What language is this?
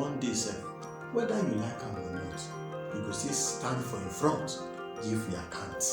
Nigerian Pidgin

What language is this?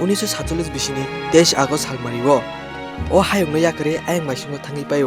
Kok Borok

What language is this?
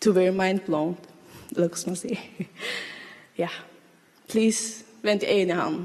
Faroese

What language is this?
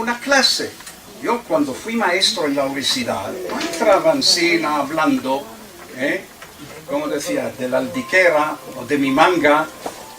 Ladino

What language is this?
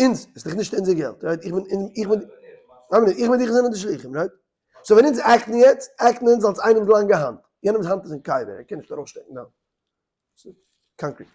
Yiddish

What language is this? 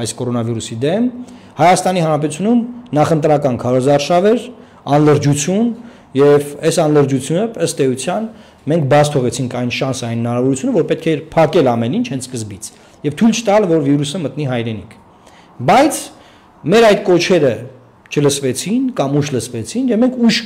Armenian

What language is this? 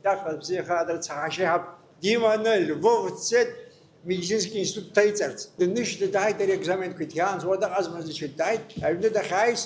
Abkhazian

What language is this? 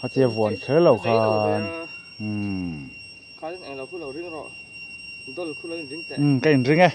Mizo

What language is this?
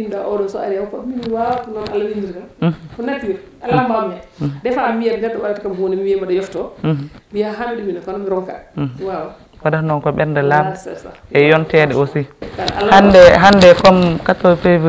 Fula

